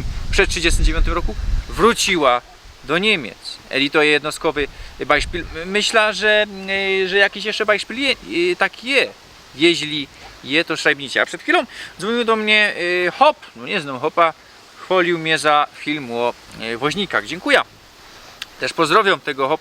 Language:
Silesian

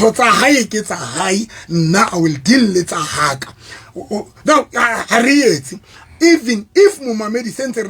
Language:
Southern Sotho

